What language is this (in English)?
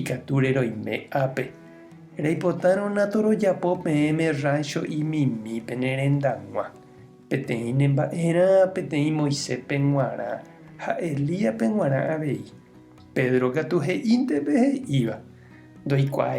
Guarani